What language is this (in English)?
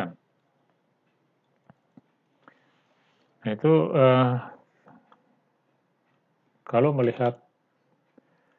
Indonesian